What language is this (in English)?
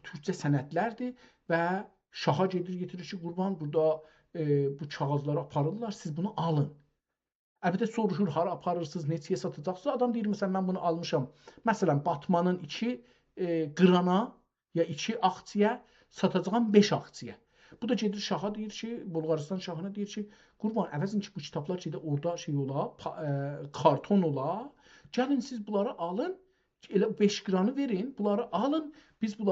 South Azerbaijani